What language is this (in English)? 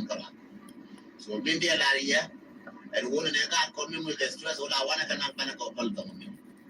Nuer